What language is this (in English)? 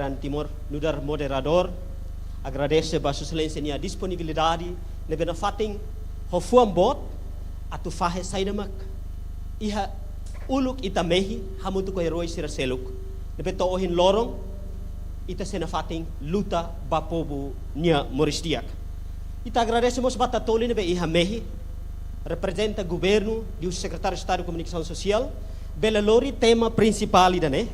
Tetum